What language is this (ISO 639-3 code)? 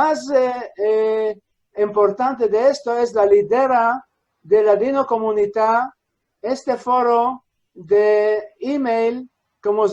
lad